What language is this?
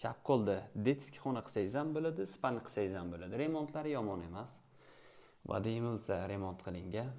Uzbek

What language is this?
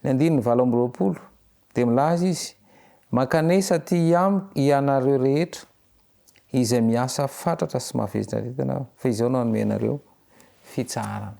Malagasy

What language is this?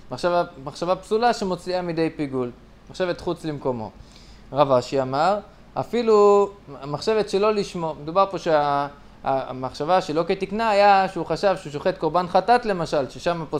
Hebrew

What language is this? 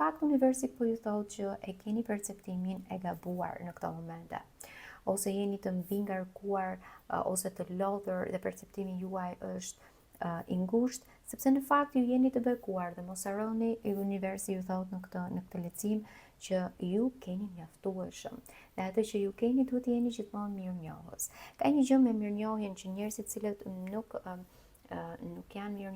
Albanian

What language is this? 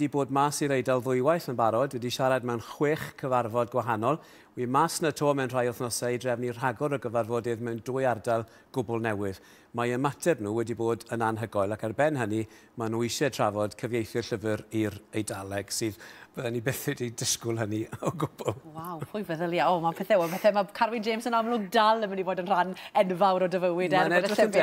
Welsh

